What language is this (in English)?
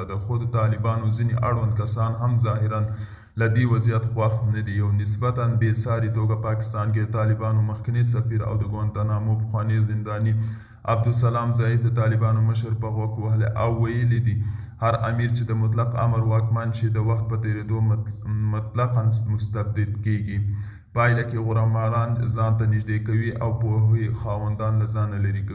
Pashto